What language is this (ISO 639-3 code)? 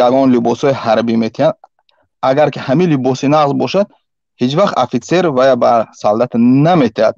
tgk